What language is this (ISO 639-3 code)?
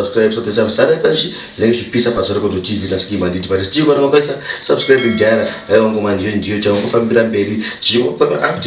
sna